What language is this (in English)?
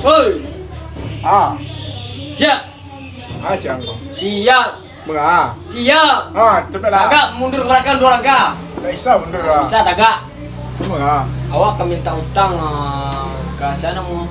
Minangkabau